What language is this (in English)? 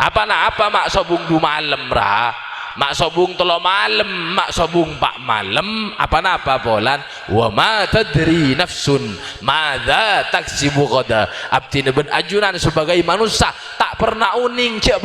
Madurese